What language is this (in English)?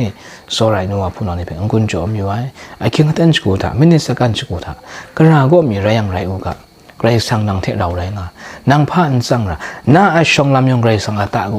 Kachin